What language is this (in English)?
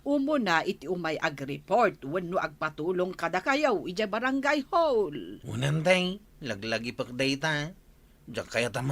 Iloko